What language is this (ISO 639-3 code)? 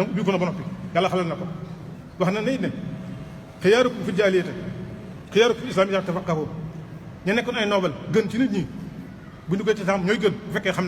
wol